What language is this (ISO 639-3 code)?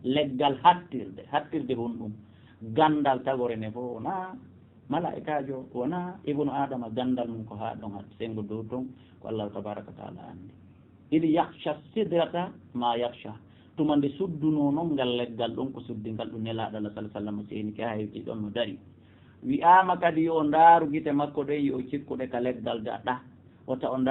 ful